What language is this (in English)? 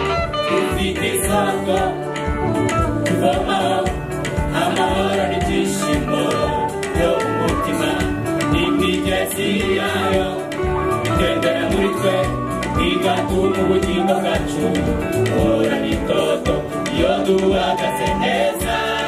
Kinyarwanda